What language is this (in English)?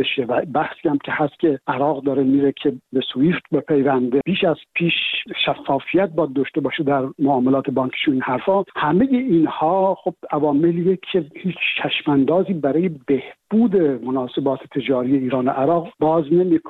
Persian